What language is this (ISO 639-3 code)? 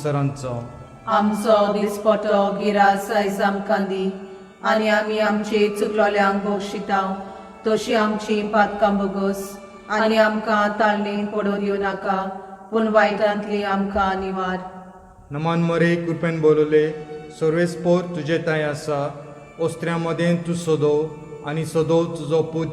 kok